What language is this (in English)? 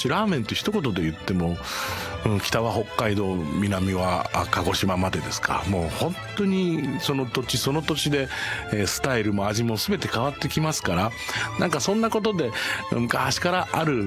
Japanese